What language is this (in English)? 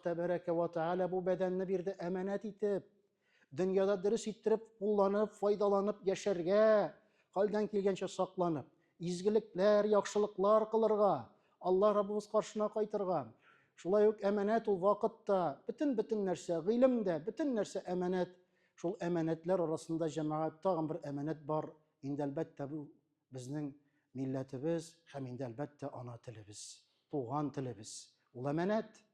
Tatar